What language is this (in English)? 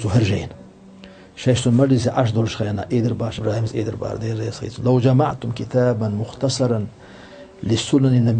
Chechen